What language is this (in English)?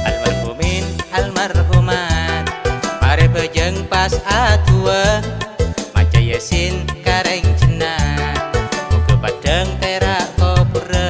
Madurese